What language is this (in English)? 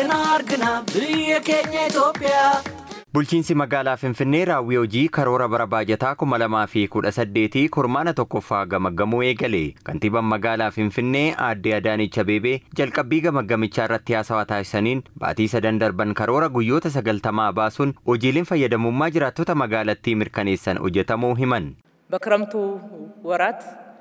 Oromo